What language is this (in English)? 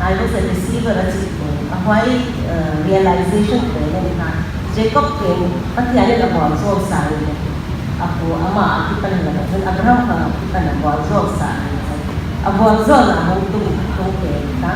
Paite Chin